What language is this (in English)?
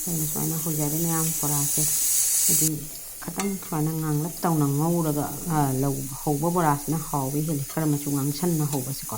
Manipuri